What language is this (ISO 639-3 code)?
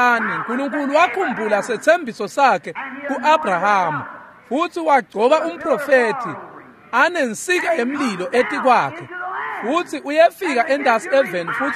ssw